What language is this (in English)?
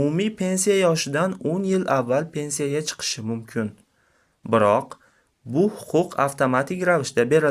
Uzbek